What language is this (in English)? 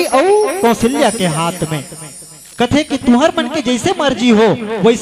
Chhattisgarhi